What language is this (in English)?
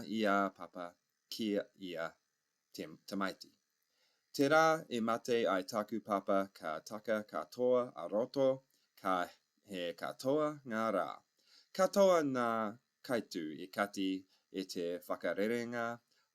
Māori